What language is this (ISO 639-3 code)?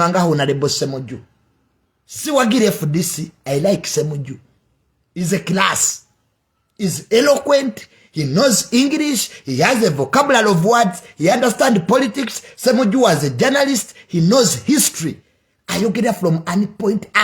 lug